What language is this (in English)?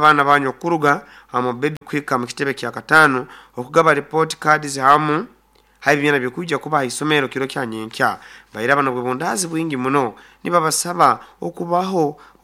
Nyoro